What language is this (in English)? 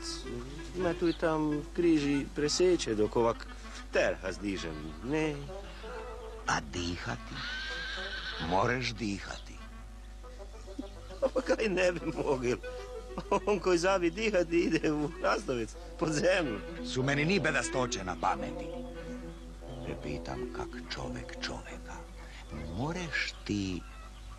Croatian